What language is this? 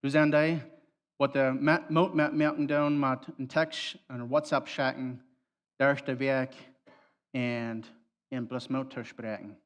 Plautdietsch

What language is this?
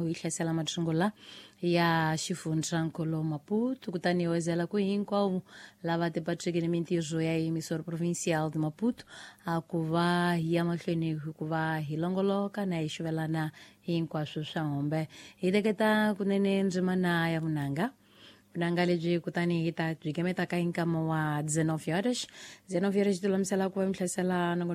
Tsonga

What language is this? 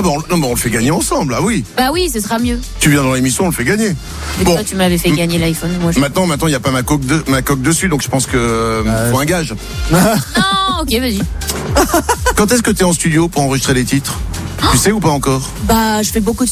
French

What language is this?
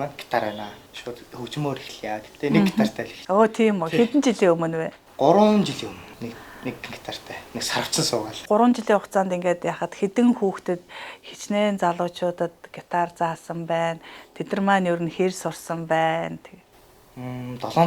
Mongolian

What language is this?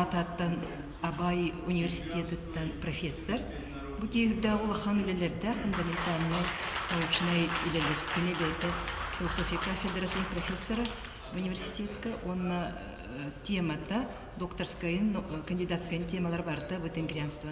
Yakut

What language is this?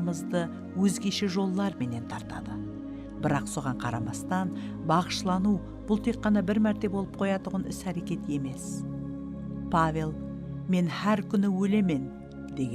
Kara-Kalpak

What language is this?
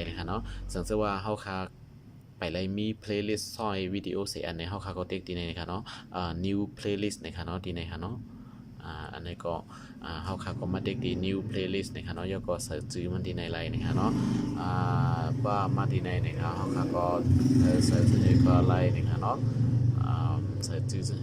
Shan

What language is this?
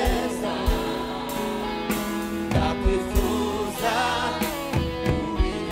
Kinyarwanda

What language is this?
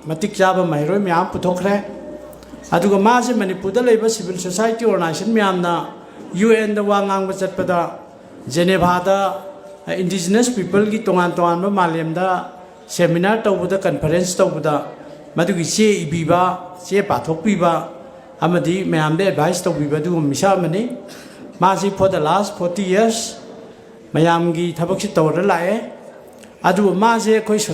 Manipuri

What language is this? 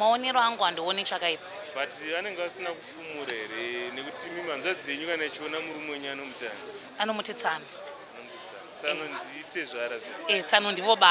Shona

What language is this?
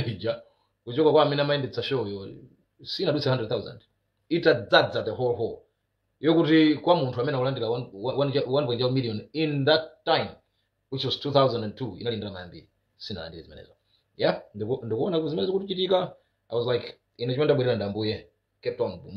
Nyanja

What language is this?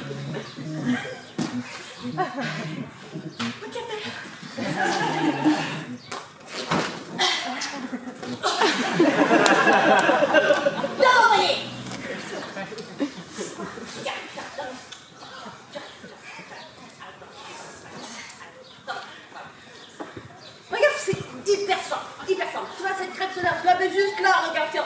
French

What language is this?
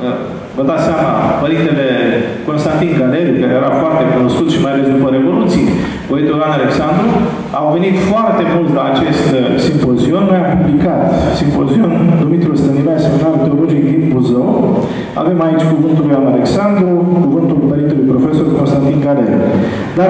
Romanian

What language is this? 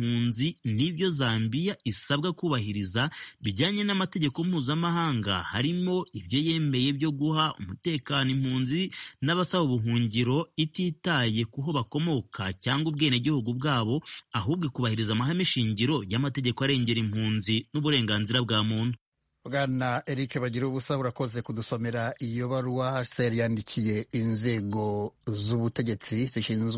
Kinyarwanda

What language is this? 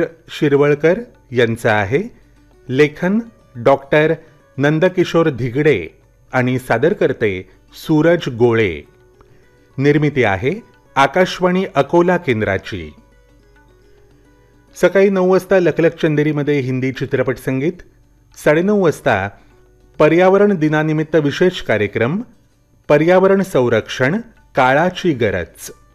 Marathi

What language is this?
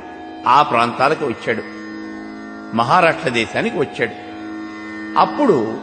Telugu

